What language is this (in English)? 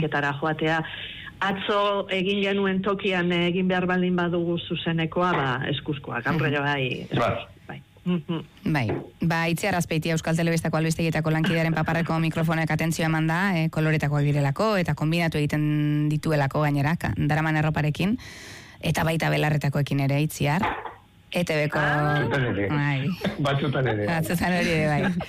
Basque